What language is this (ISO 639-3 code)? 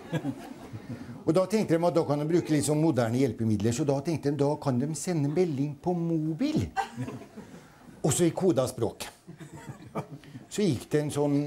nor